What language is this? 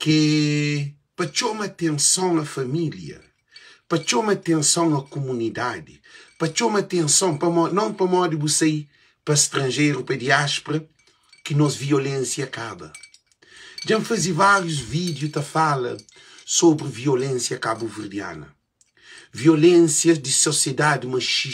Kabuverdianu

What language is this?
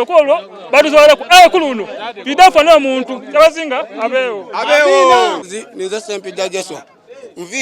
Soga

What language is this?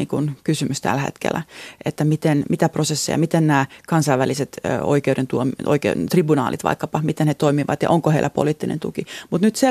Finnish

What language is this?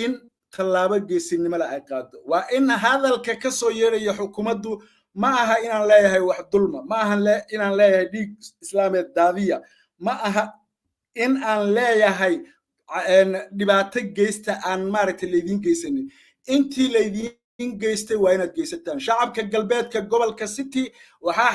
Somali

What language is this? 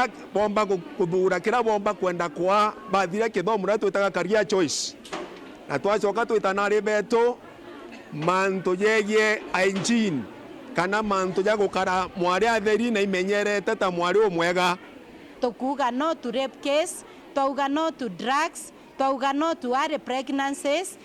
Meru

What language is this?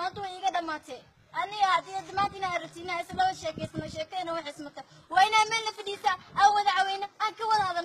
Somali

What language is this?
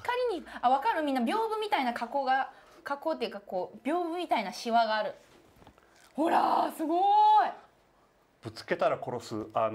Japanese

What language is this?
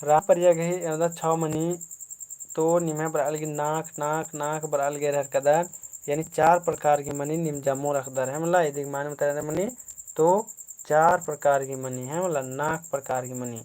Kurukh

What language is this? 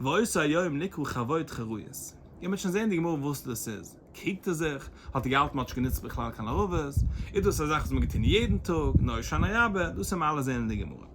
Yiddish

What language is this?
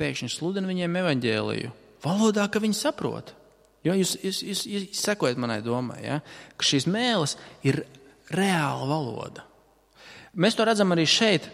Latvian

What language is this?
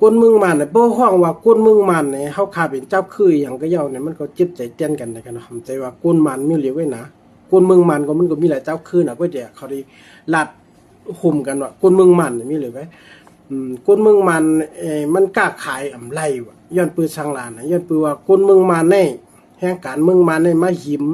Shan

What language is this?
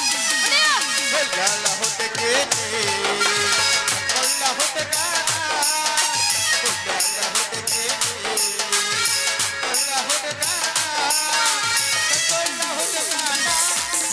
Kannada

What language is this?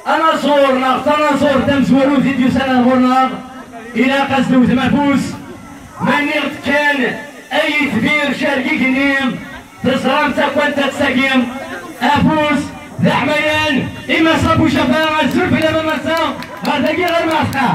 Kabyle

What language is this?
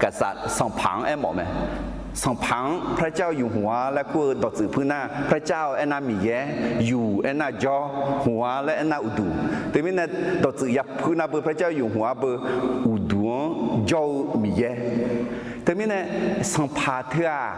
Akha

